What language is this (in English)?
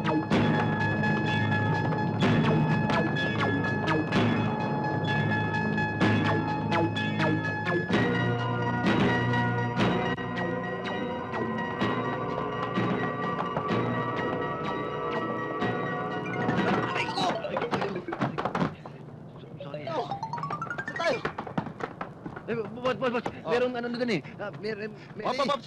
Filipino